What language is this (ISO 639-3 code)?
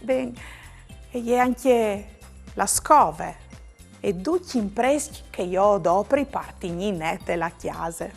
fur